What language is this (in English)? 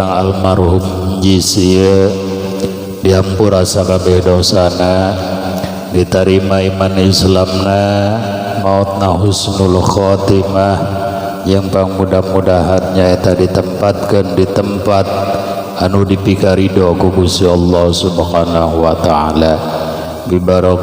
Sundanese